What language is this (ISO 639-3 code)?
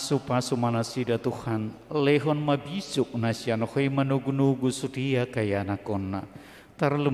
bbc